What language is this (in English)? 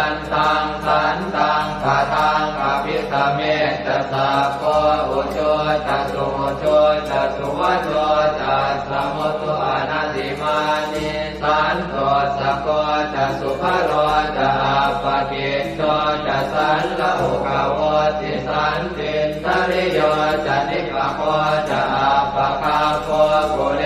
Pali